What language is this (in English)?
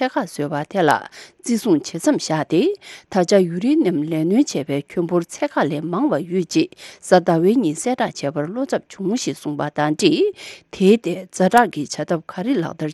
Tibetan